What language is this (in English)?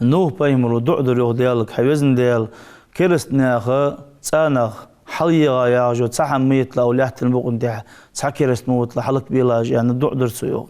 Ingush